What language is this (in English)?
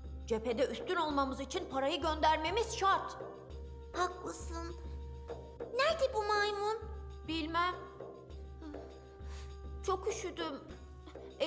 Turkish